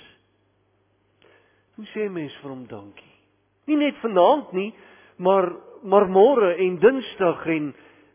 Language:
Afrikaans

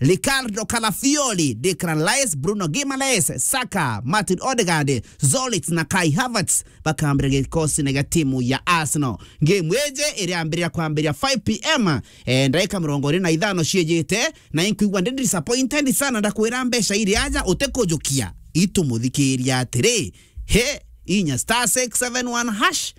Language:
Meru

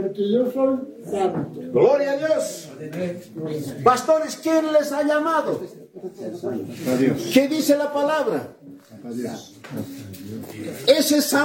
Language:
Spanish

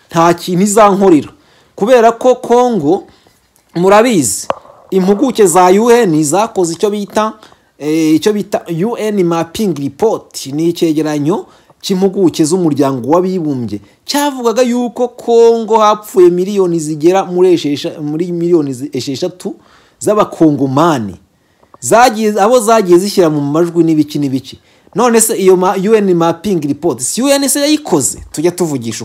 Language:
Kinyarwanda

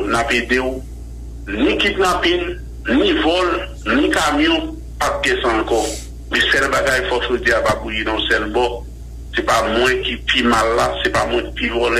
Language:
Haitian Creole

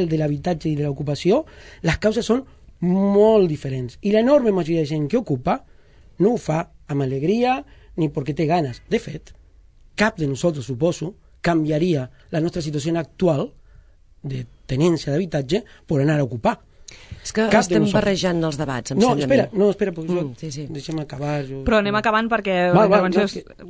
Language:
Catalan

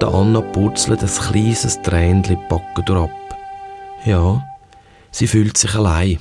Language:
Swiss German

